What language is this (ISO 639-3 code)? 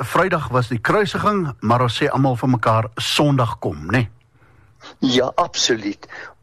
afr